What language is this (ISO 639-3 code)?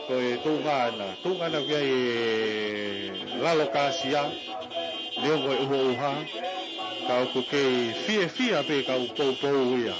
ton